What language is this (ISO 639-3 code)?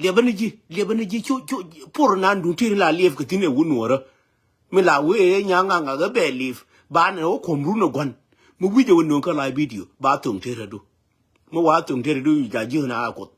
nus